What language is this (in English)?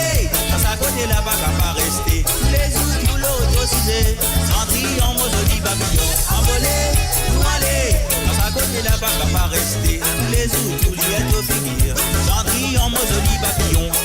Morisyen